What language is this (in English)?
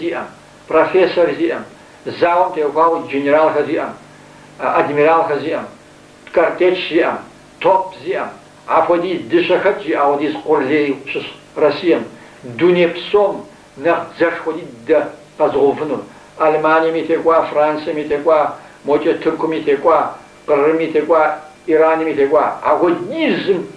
Kabardian